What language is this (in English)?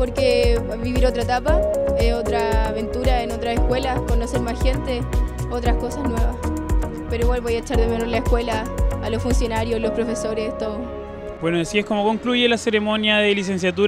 Spanish